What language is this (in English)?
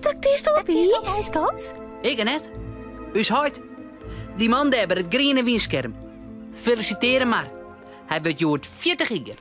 Western Frisian